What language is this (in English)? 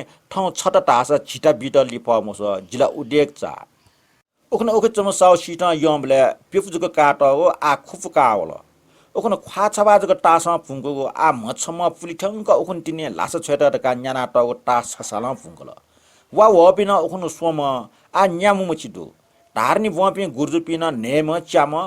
Newari